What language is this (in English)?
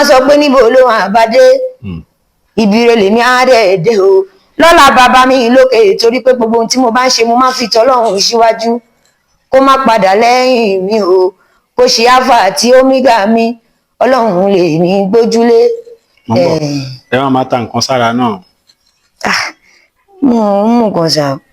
Yoruba